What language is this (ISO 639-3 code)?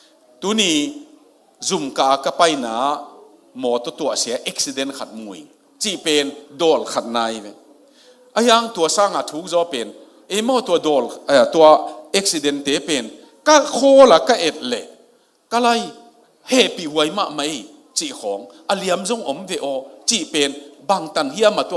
ctd